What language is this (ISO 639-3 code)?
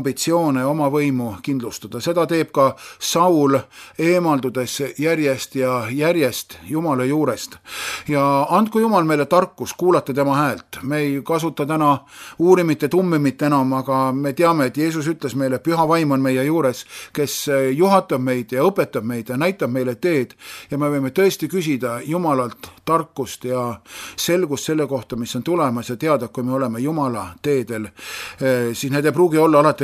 est